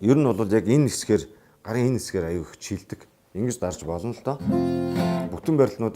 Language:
Mongolian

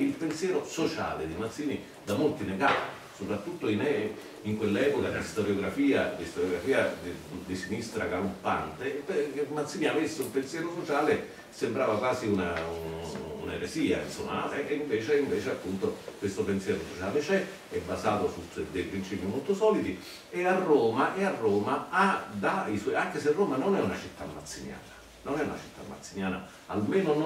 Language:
Italian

